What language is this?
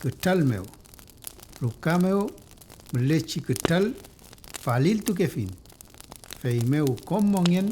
Mapuche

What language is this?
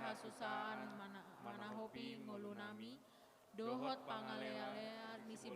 Batak Toba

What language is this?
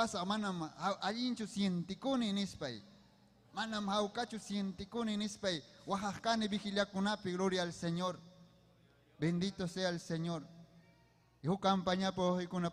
Ayacucho Quechua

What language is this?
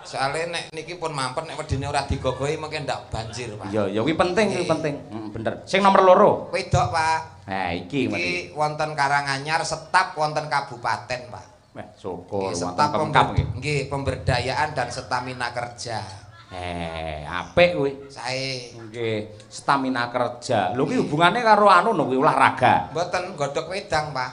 Javanese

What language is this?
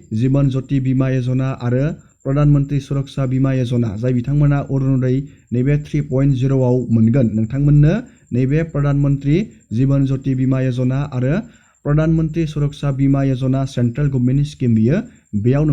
Bodo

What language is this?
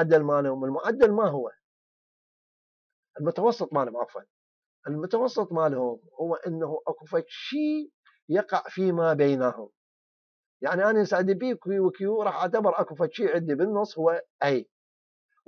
Mesopotamian Arabic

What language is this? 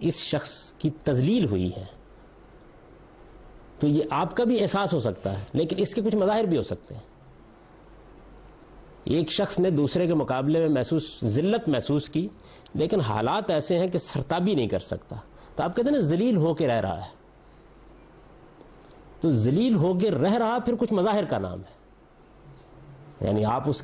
Urdu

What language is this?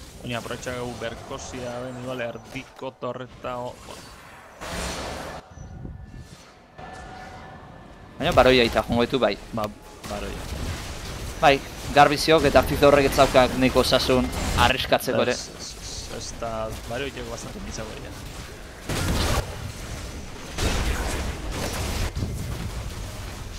Basque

